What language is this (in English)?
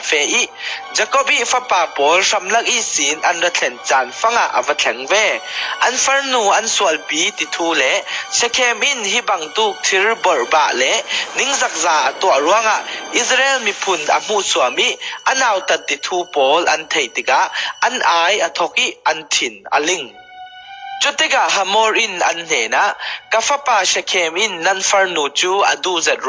Falam Chin